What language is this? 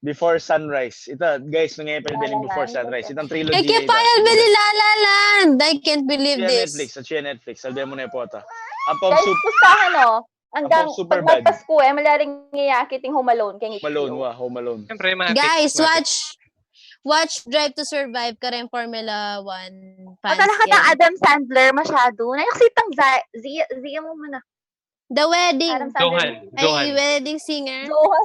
Pampanga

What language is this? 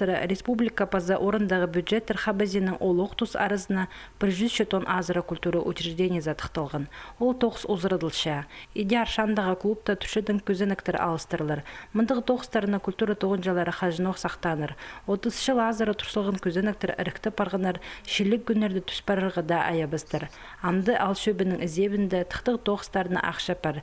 Khakas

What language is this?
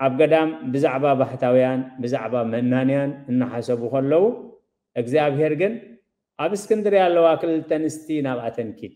Tigrinya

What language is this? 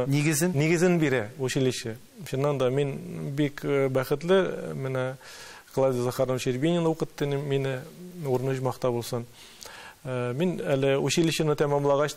Tatar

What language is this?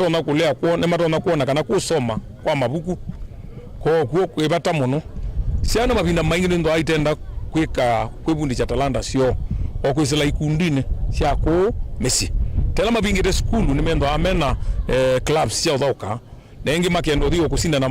Kamba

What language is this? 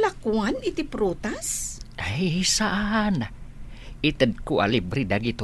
Iloko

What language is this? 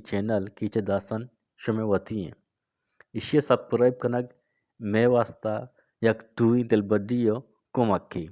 Eastern Balochi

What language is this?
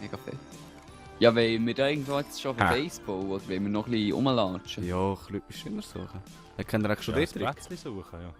Swiss German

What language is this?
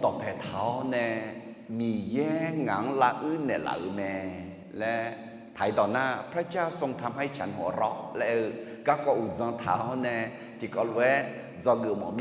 Akha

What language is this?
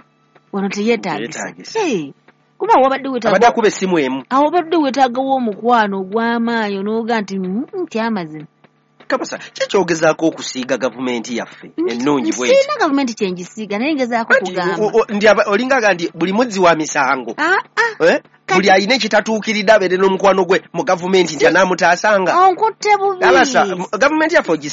Ganda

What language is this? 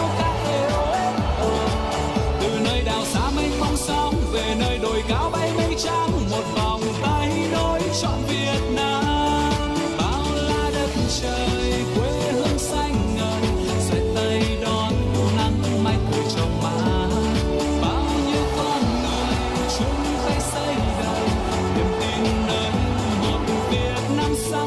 Vietnamese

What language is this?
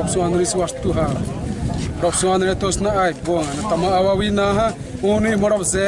Xavánte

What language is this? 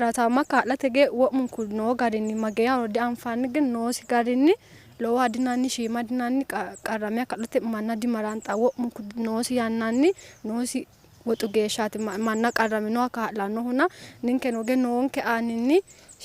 Sidamo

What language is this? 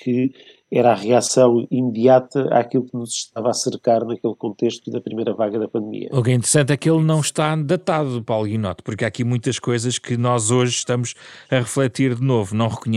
Portuguese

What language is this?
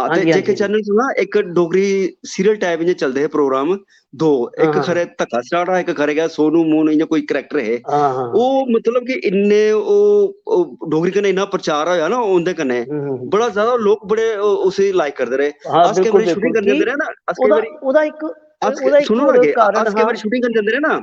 Dogri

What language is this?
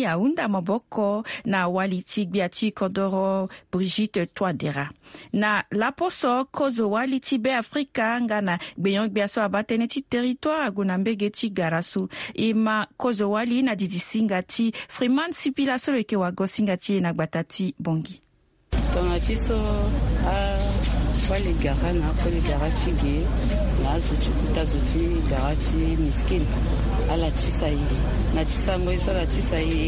Sango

